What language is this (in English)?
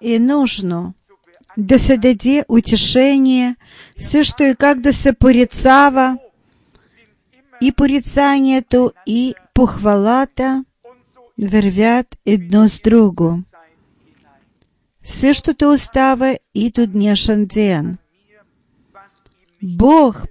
Bulgarian